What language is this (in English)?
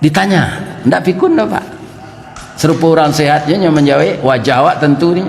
Minangkabau